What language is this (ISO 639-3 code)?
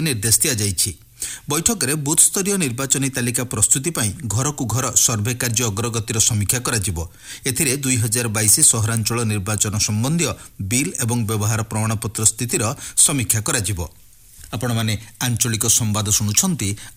ori